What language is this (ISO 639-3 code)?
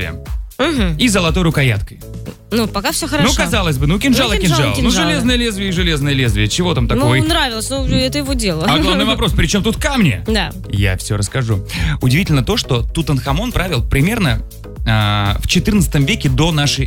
rus